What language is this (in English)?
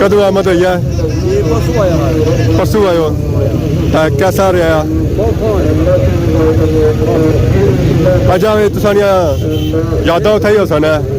Pahari-Potwari